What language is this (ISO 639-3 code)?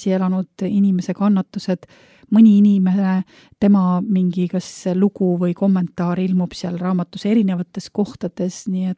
est